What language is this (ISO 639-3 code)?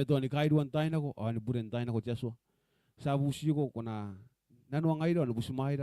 gil